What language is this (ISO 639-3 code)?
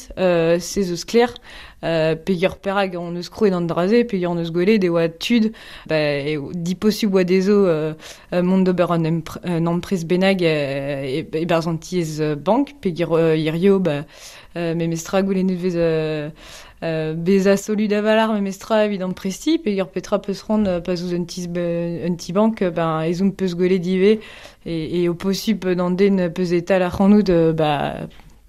bre